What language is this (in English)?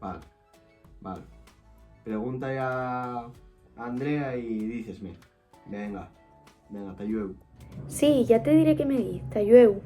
Asturian